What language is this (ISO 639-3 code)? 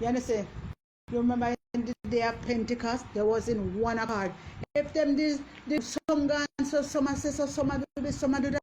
jam